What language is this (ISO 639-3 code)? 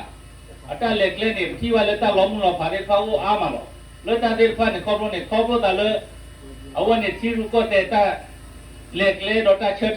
ksw